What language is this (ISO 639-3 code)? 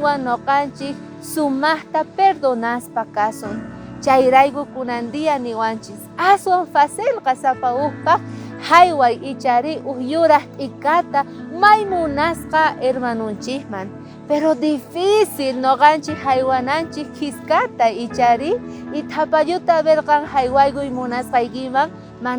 quh